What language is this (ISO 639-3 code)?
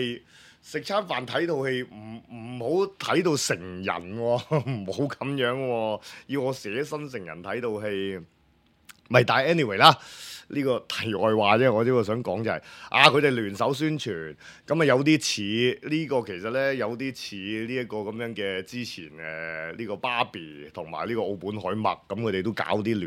yue